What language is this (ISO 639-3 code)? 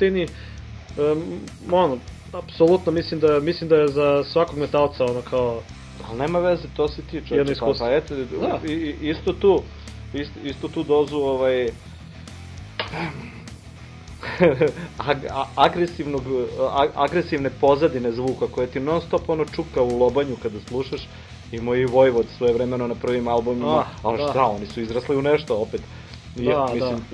srp